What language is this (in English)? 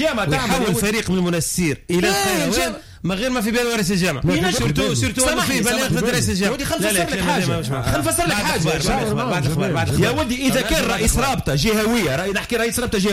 Tunisian Arabic